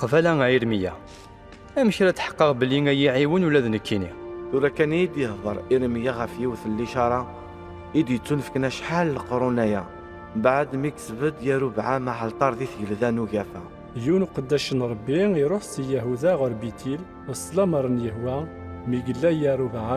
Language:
Kabyle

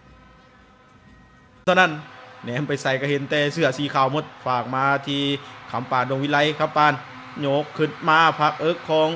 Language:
Lao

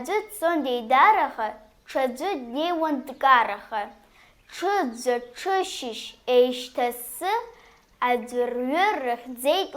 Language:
Abkhazian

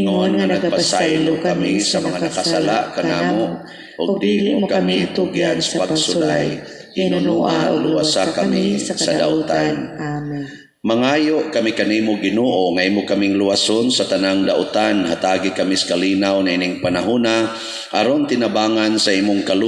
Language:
Cebuano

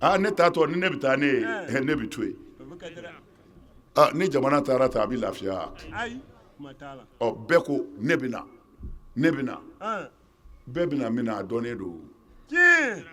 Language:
Bambara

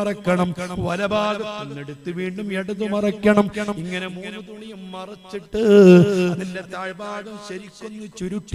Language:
Malayalam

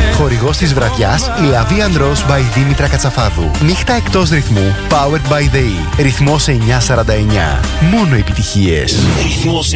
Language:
Greek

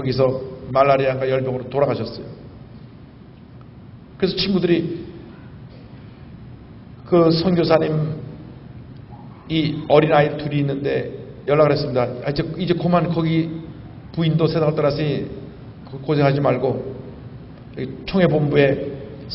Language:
Korean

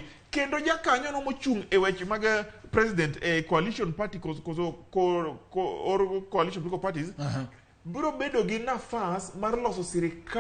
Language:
Luo (Kenya and Tanzania)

